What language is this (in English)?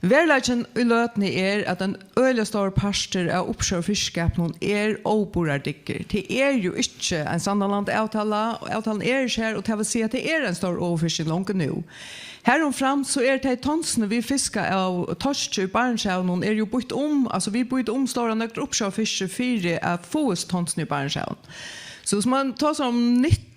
Faroese